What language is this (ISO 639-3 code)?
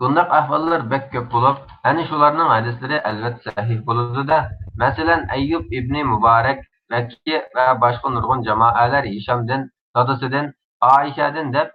uig